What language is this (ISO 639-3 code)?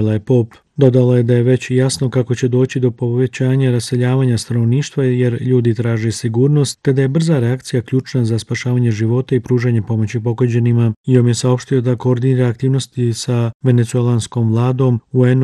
bos